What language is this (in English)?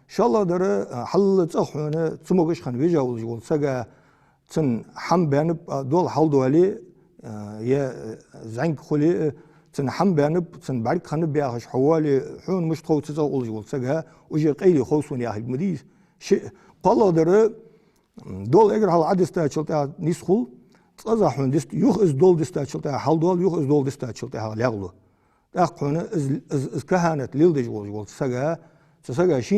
Ingush